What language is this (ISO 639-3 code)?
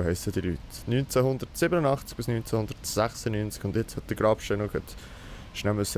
gsw